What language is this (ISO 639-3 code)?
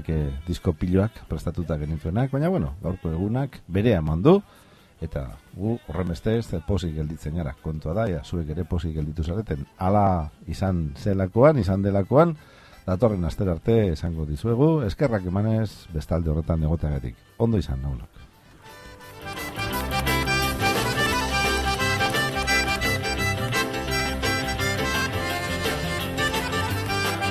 eus